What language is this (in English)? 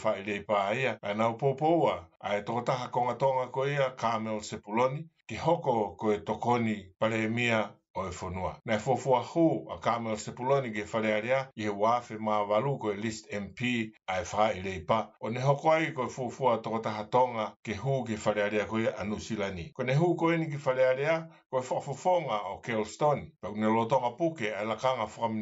Tongan